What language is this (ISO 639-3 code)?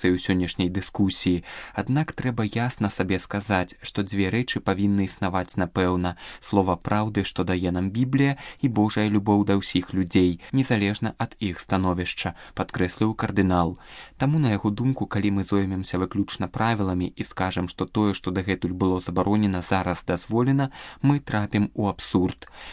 bel